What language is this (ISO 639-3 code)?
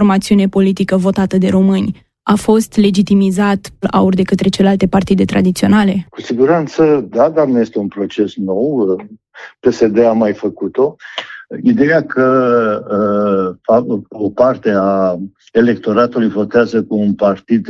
ron